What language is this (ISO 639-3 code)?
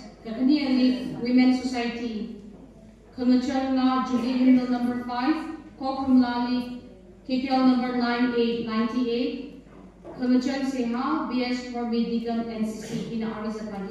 nmf